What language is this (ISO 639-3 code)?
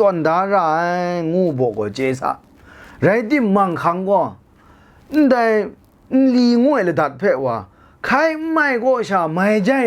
kac